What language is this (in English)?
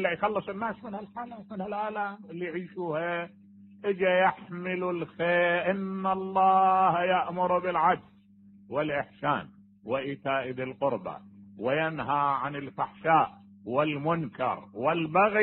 Mesopotamian Arabic